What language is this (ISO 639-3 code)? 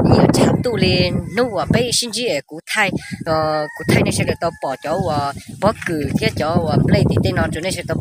hmn